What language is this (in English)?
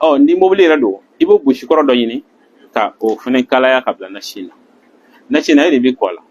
Bambara